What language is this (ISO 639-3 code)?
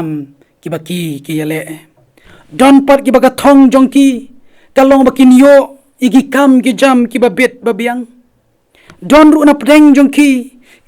kha